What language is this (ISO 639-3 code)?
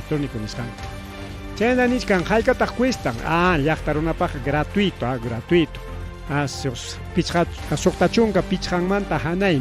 quy